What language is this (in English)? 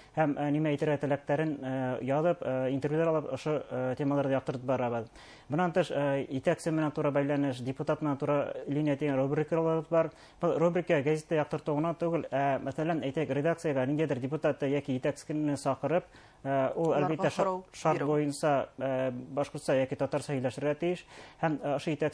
Bashkir